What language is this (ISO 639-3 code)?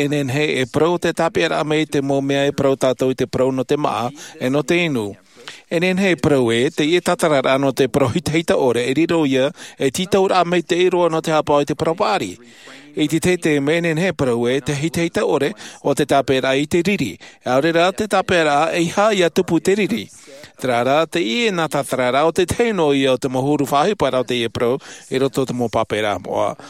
tah